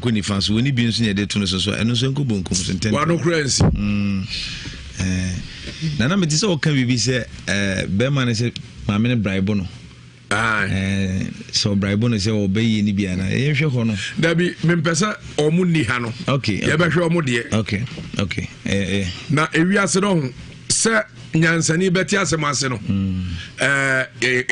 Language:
Akan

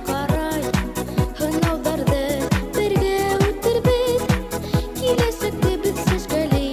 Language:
Bashkir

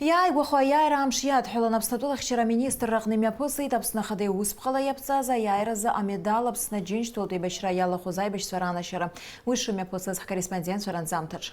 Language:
Abkhazian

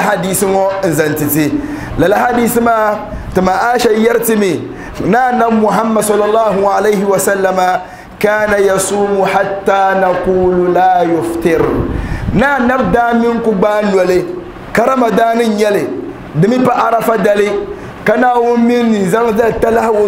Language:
Dagbani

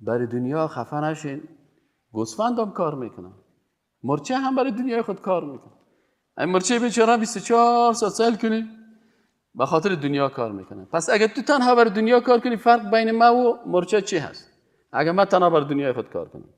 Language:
Persian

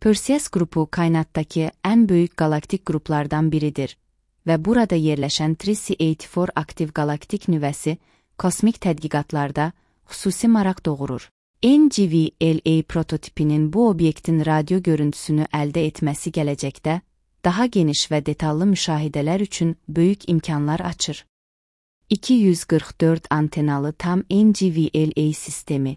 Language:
Azerbaijani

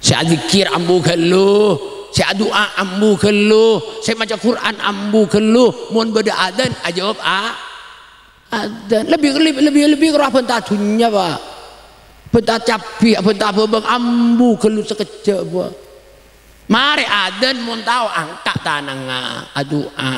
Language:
Madurese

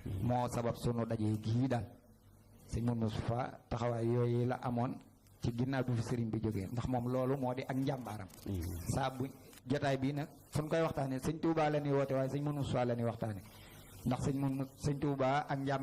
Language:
Wolof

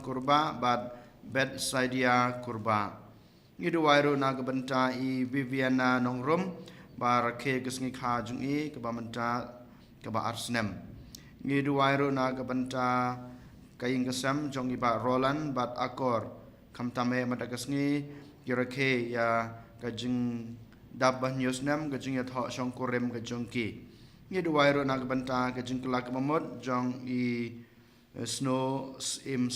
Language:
Khasi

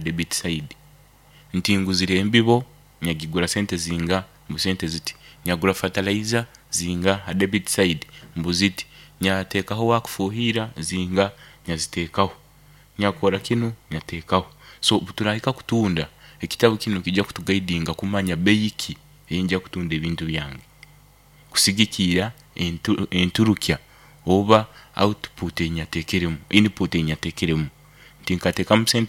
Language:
Nyankole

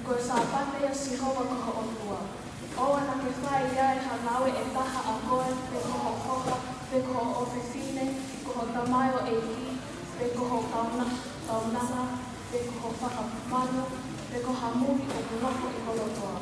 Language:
Tongan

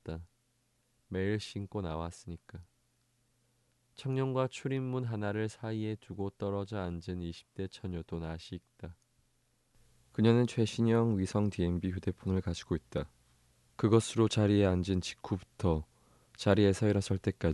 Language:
Korean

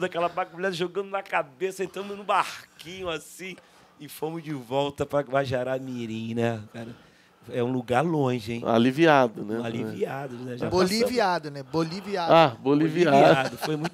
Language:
Portuguese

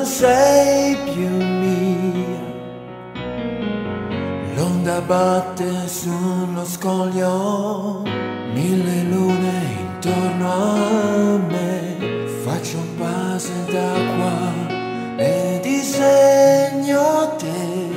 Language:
Italian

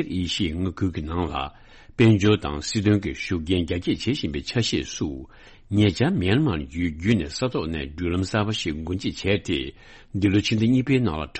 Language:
Tibetan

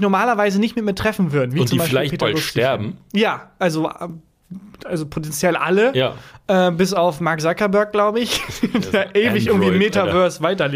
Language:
German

